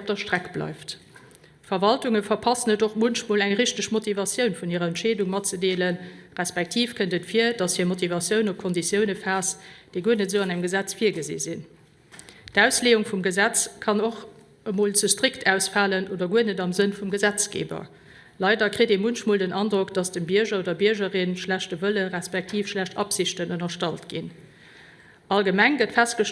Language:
Luxembourgish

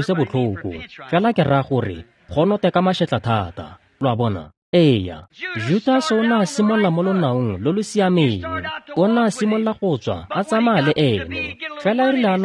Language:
Tswana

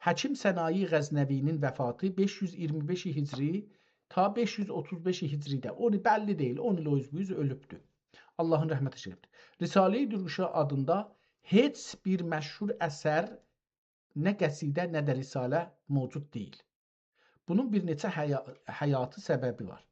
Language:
South Azerbaijani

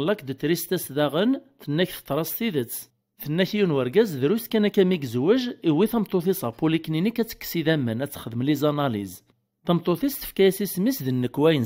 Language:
Kabyle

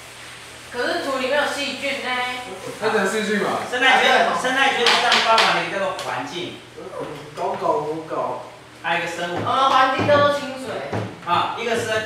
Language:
Chinese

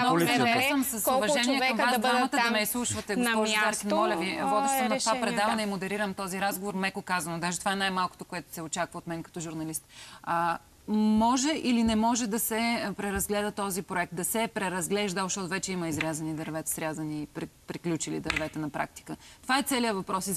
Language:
Bulgarian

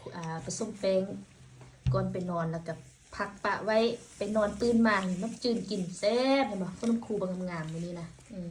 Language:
Lao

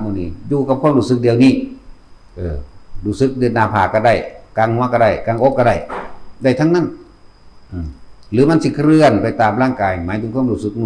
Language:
Northeastern Thai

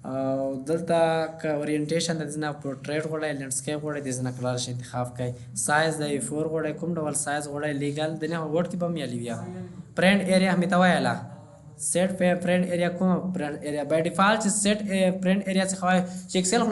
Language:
Pashto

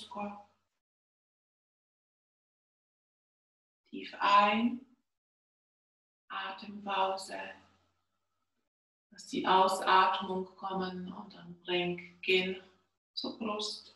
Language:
German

